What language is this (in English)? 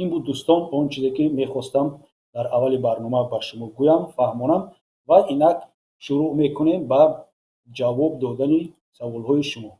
Tajik